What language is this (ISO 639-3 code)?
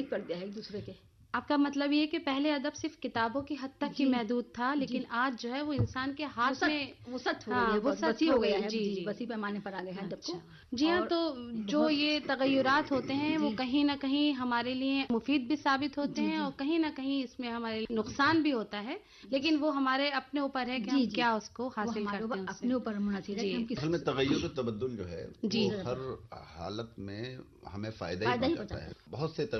urd